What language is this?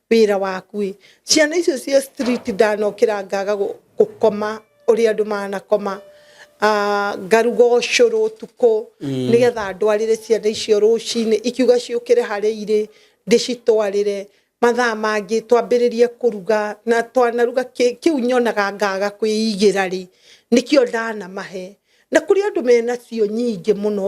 Kikuyu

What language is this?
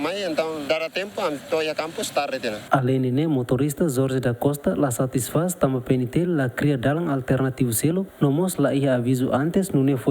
Tetum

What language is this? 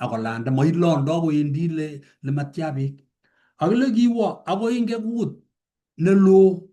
Kalenjin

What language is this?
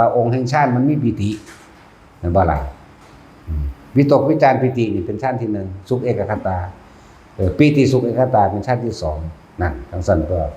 Northeastern Thai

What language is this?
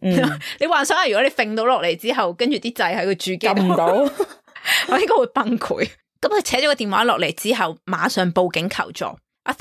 Cantonese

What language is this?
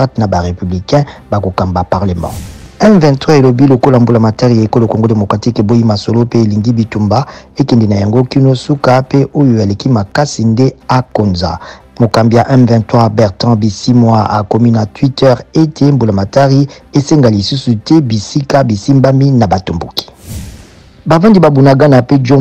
Lingala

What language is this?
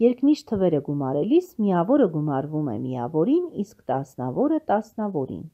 Armenian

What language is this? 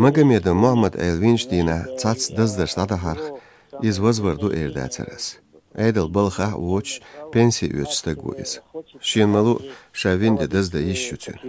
Chechen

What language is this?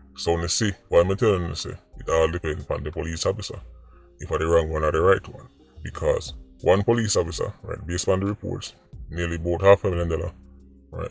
Jamaican Creole English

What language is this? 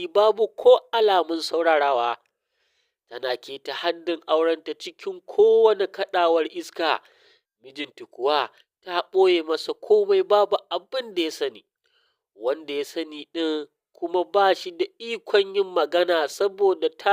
Hausa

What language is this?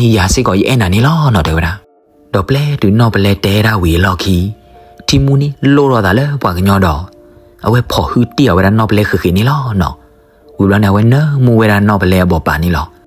S'gaw Karen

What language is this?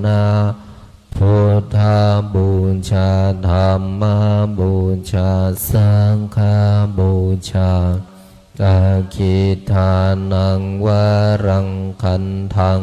Pali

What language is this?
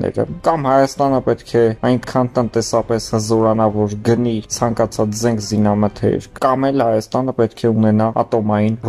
Armenian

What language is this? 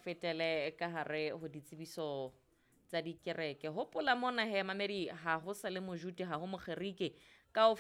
Southern Sotho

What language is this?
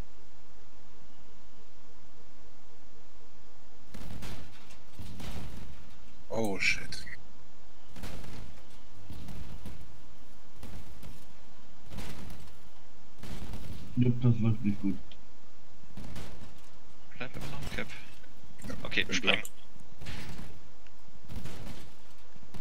German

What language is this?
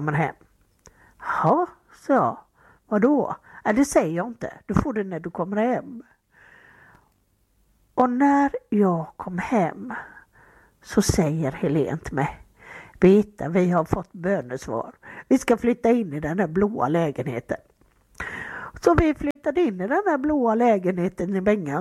Swedish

